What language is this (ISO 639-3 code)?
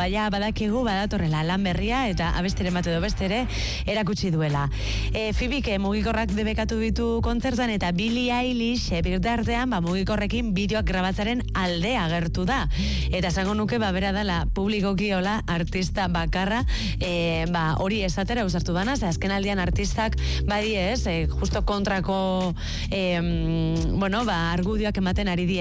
eus